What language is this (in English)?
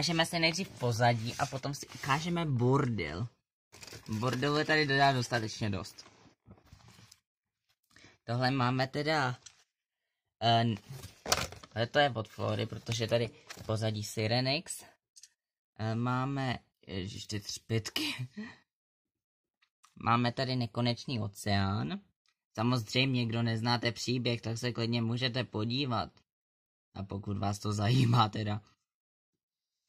Czech